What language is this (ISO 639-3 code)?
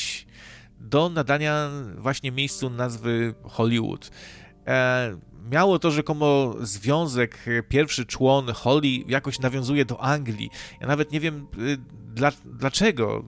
pol